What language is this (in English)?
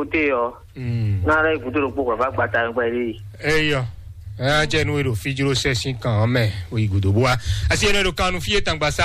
Fon